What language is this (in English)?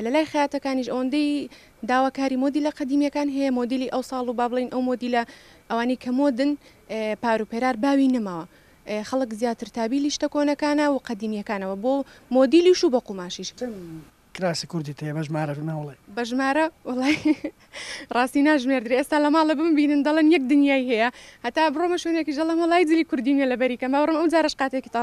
Central Kurdish